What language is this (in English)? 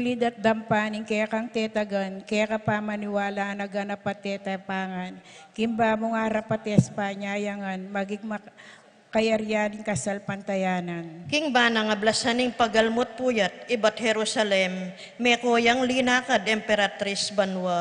Pampanga